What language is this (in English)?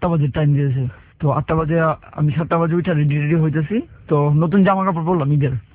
Bangla